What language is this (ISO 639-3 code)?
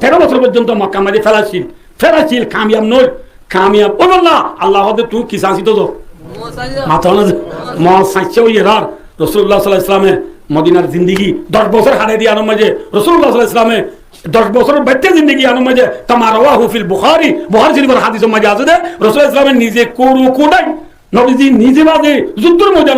rhg